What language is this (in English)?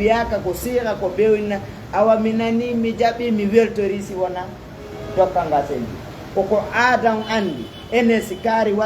Fula